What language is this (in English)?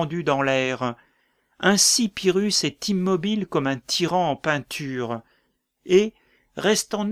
French